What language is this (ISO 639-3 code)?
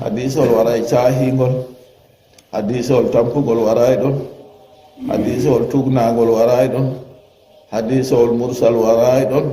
ful